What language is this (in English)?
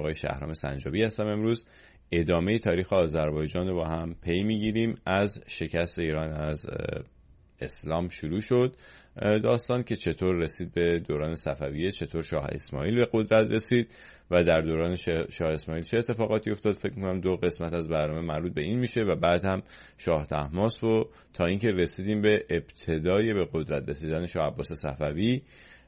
Persian